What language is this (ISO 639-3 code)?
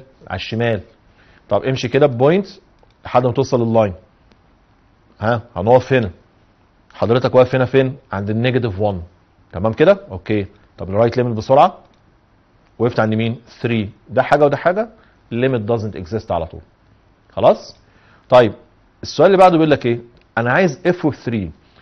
arz